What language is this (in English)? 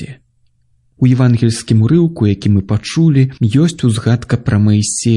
Belarusian